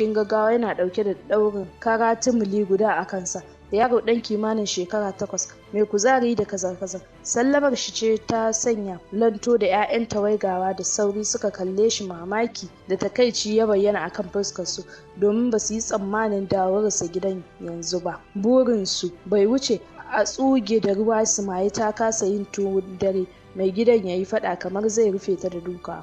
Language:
Hausa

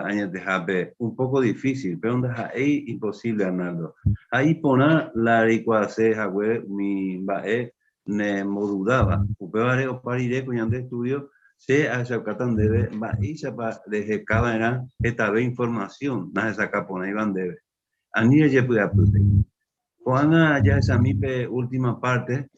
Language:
Guarani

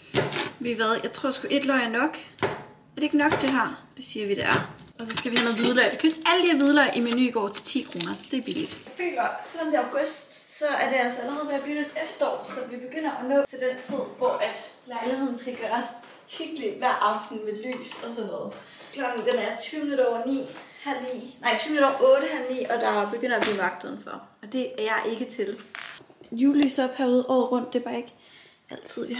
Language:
Danish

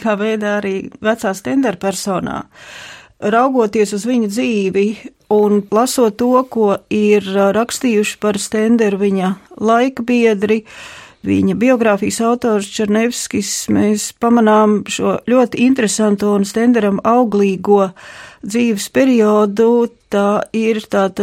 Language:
Latvian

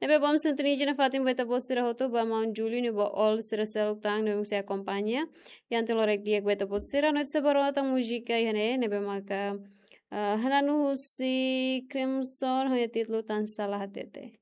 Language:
Tetum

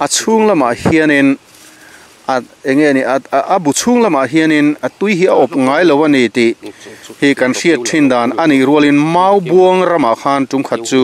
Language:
Mizo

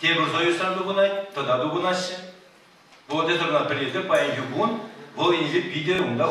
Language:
Chuvash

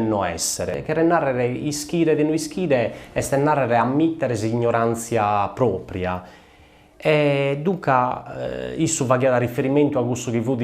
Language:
Sardinian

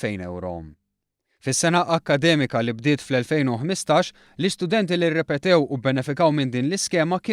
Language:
Maltese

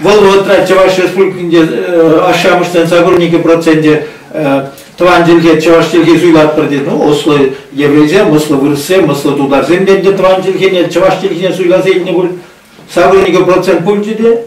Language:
Chuvash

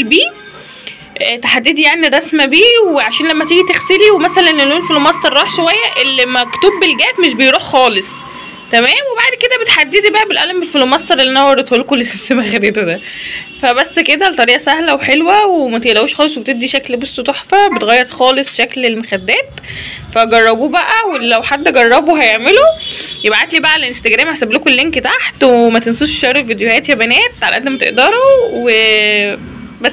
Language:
Egyptian Arabic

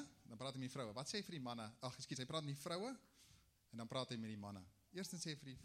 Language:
Afrikaans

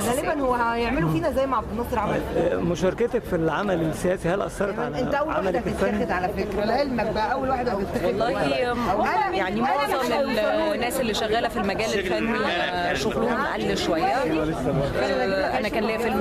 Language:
Egyptian Arabic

